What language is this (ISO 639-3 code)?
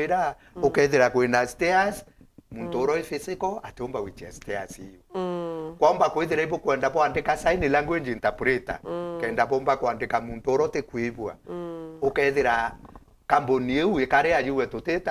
mer